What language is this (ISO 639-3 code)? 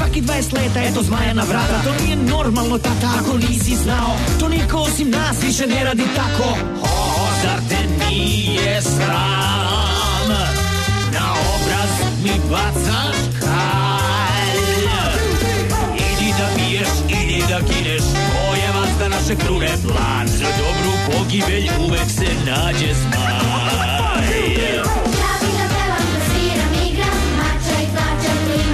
srp